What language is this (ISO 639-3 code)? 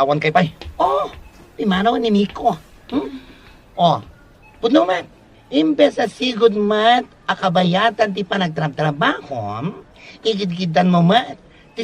ilo